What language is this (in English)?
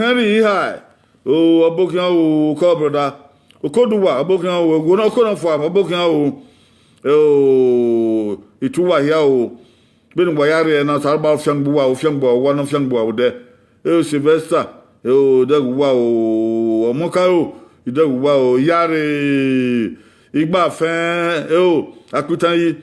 Bini